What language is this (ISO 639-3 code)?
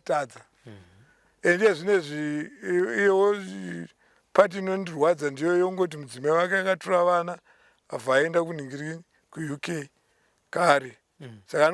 sna